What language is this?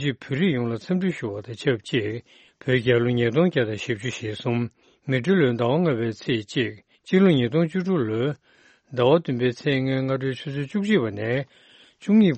Tibetan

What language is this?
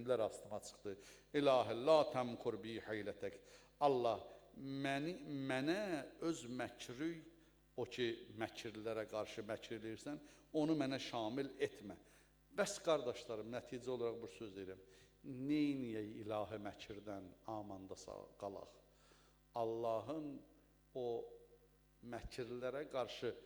Azerbaijani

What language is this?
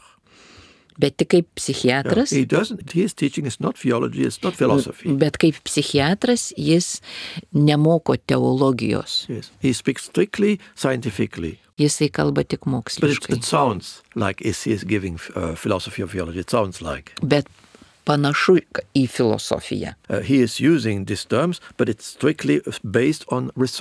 Lithuanian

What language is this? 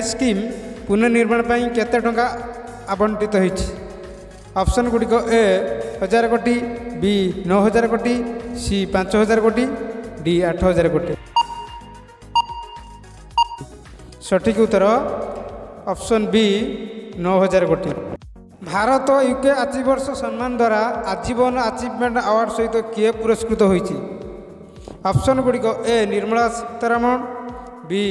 Odia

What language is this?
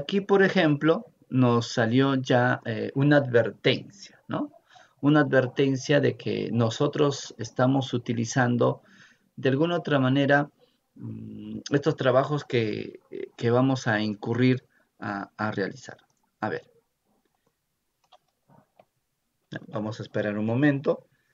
Spanish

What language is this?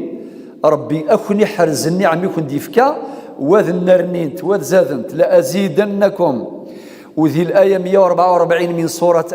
Kabyle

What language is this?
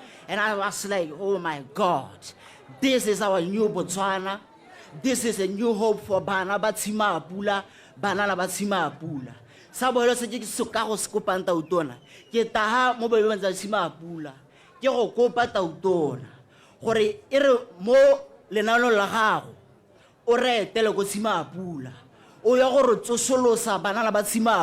Tswana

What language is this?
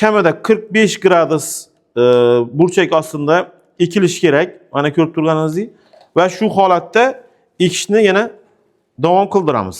Uzbek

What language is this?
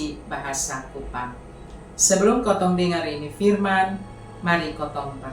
Kupang Malay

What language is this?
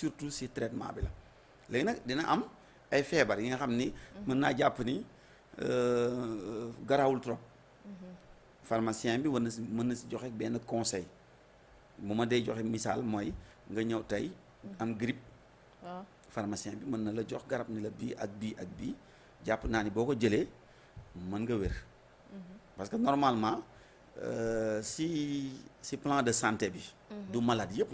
Wolof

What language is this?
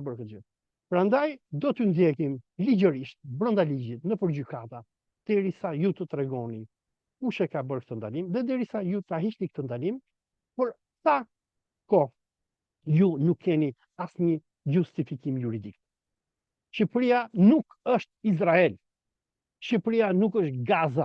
Albanian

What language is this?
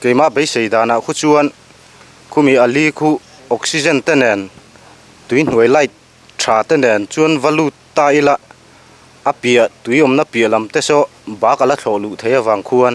Mizo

